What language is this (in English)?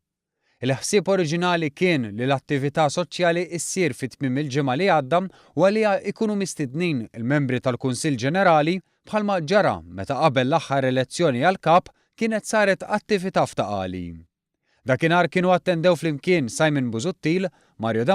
Maltese